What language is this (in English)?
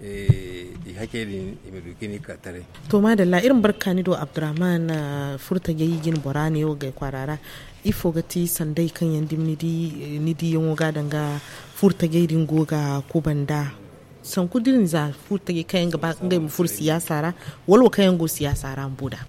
Zarma